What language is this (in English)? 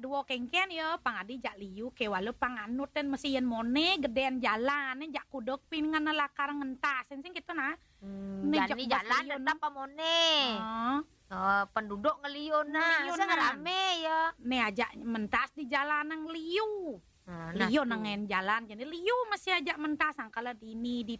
Balinese